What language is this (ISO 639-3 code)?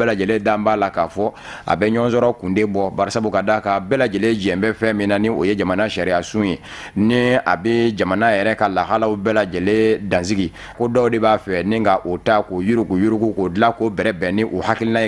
bam